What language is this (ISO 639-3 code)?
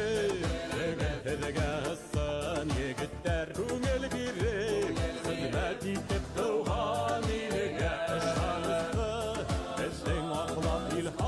bak